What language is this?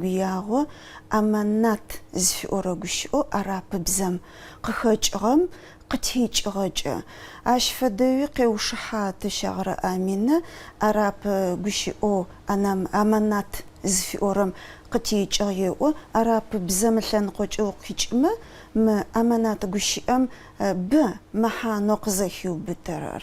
Adyghe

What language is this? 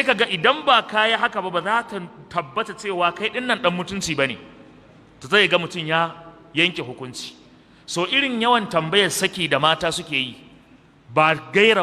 Hausa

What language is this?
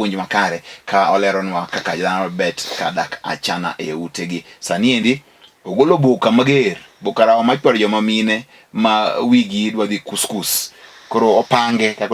Luo (Kenya and Tanzania)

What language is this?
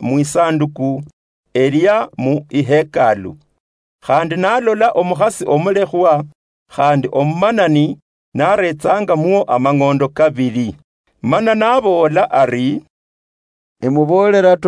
Luyia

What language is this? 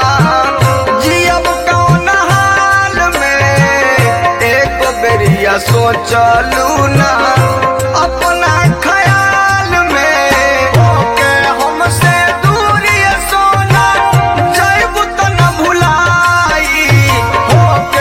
Bhojpuri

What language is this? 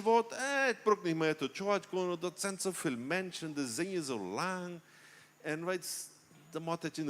Plautdietsch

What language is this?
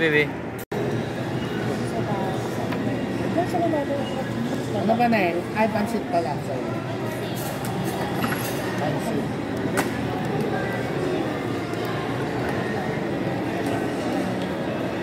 Filipino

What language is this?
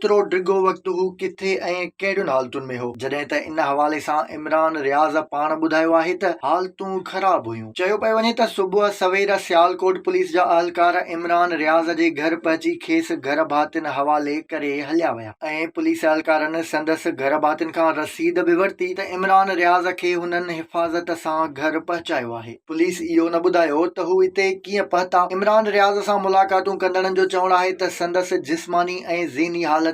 Sindhi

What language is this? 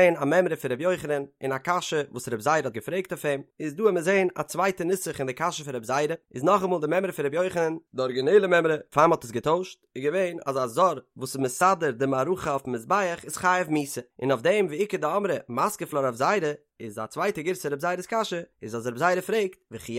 Yiddish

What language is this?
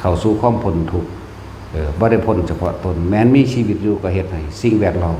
Northeastern Thai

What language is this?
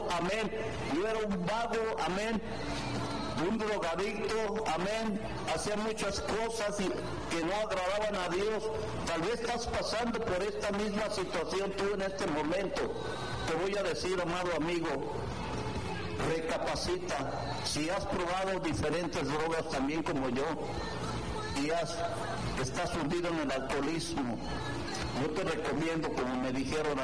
Spanish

